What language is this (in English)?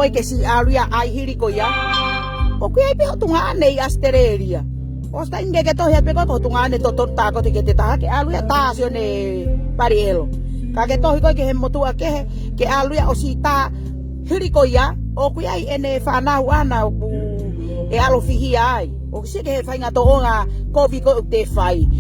Tongan